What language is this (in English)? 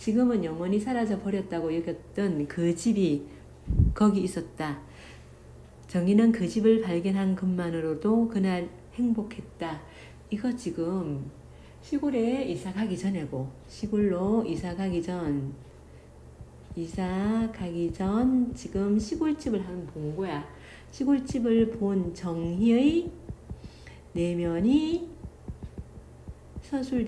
Korean